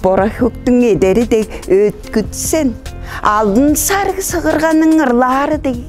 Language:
Tuvinian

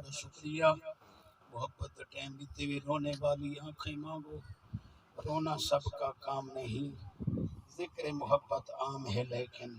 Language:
Saraiki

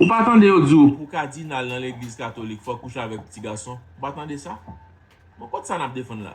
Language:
Haitian Creole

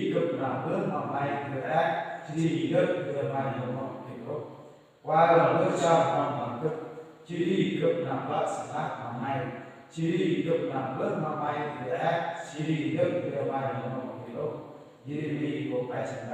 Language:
Central Mnong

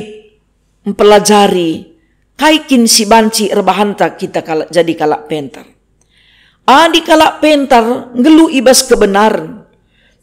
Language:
Batak Karo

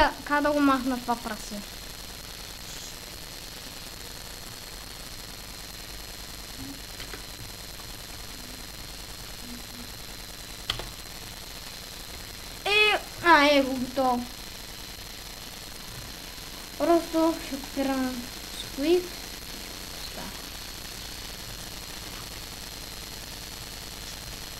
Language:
Bulgarian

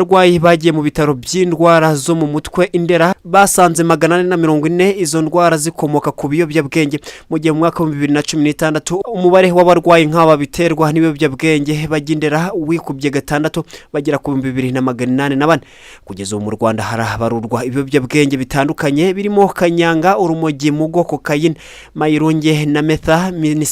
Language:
Kinyarwanda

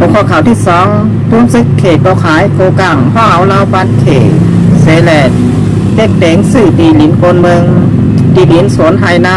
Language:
Shan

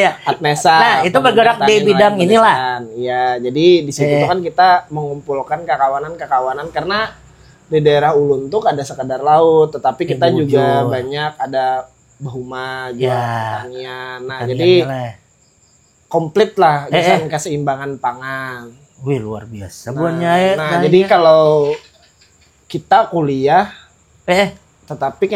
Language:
Banjar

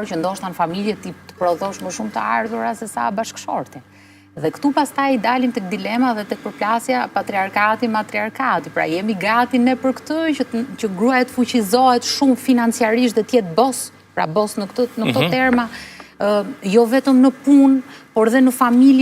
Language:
Albanian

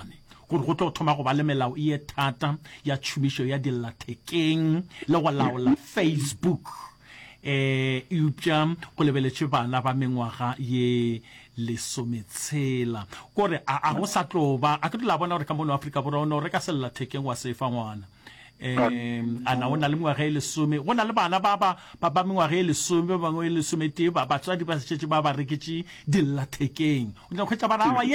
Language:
Northern Sotho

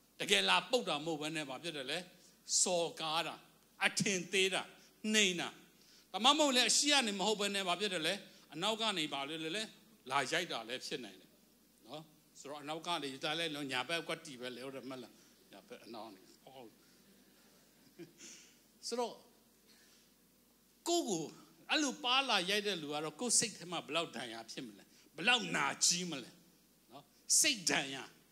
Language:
Burmese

